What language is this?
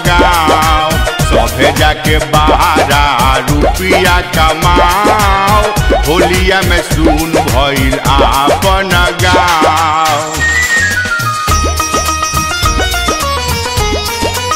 Bhojpuri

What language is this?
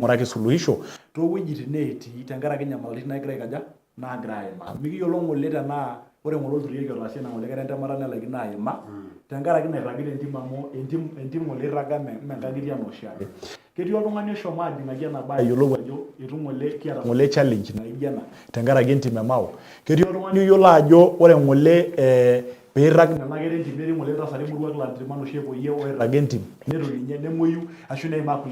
Masai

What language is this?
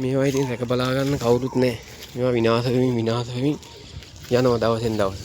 Sinhala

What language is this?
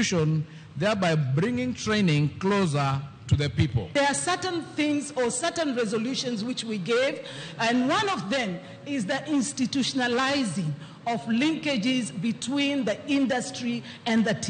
Luo (Kenya and Tanzania)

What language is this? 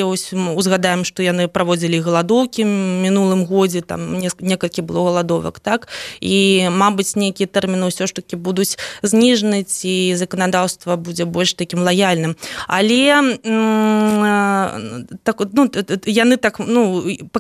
Belarusian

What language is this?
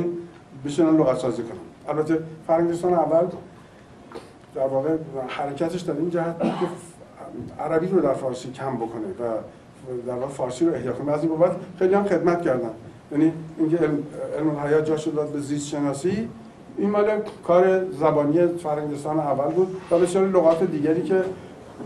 Persian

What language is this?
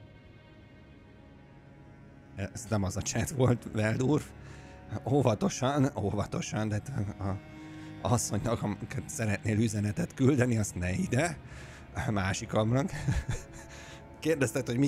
Hungarian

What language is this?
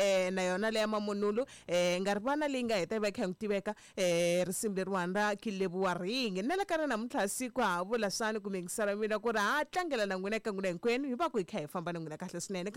Tsonga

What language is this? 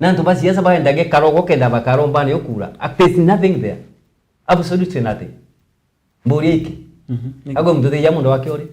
Meru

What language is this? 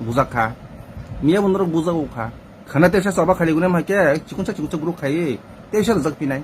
Kok Borok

